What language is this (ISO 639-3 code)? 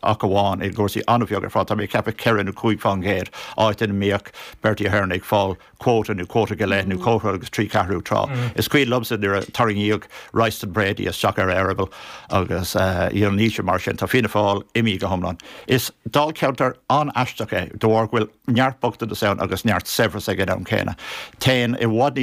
gle